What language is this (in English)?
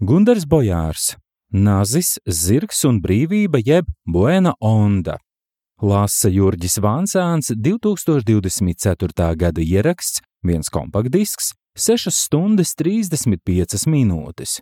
Latvian